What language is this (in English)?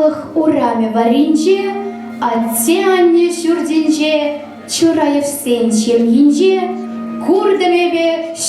Chuvash